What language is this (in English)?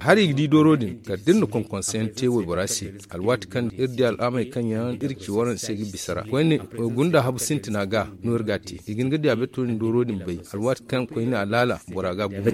Zarma